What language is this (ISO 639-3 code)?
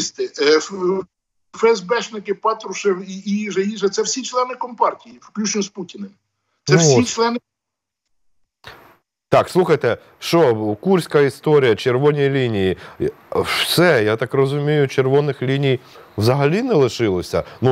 ukr